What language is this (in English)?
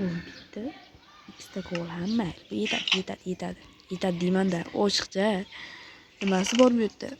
Uzbek